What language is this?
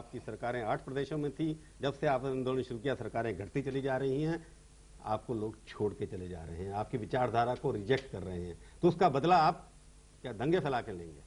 Hindi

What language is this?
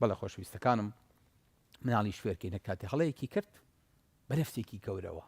Central Kurdish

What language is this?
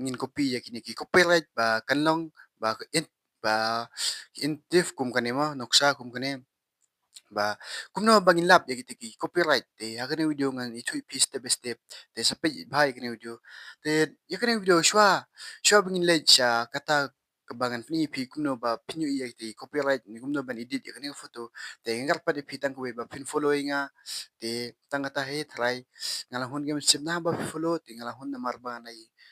Khasi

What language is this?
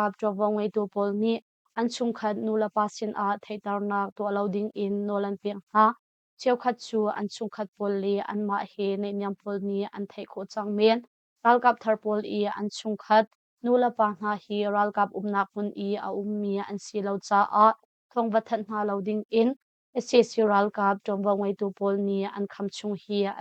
Hakha Chin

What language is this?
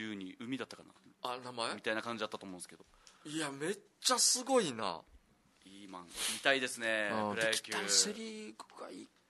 Japanese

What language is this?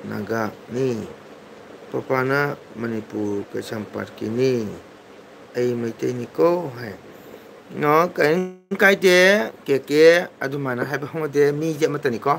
Manipuri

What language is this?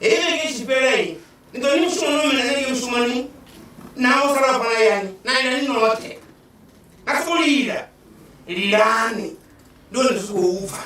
Venda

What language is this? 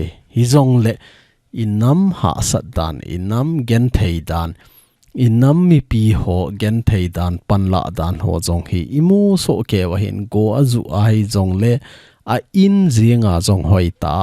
Thado Chin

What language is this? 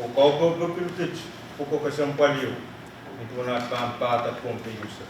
Pohnpeian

